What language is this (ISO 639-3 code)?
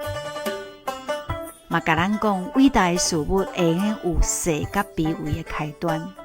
nan